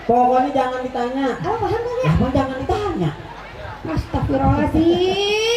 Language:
Betawi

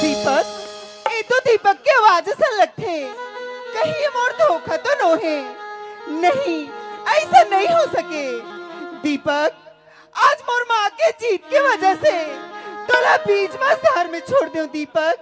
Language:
Chhattisgarhi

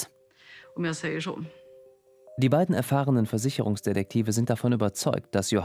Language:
German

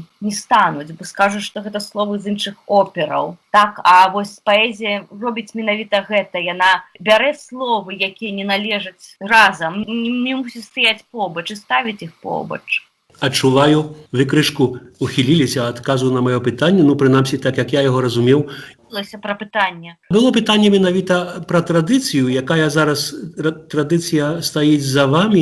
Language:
Belarusian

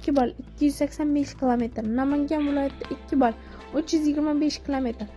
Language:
Uzbek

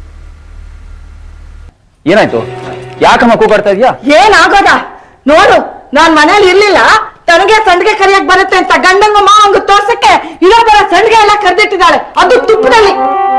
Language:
Kannada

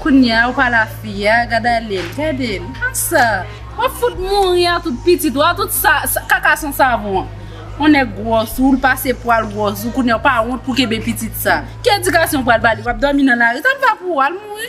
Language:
Haitian Creole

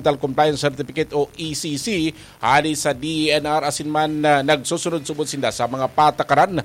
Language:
Bikol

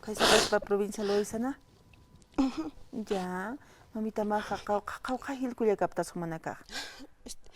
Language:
Aymara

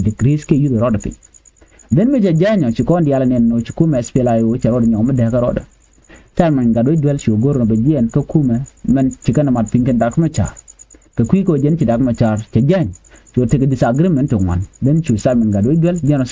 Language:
Nuer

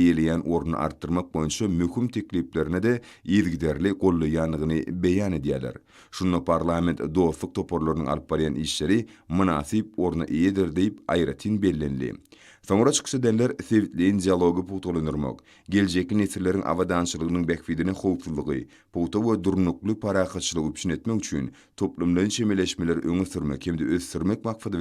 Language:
Turkmen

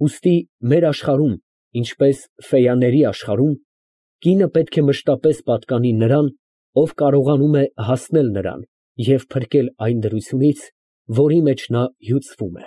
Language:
Armenian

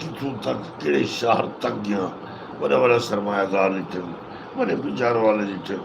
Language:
Saraiki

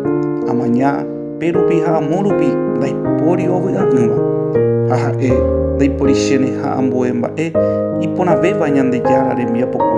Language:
Guarani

